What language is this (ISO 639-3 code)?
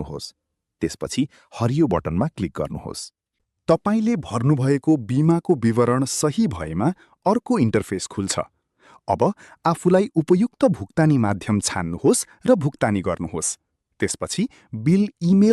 nep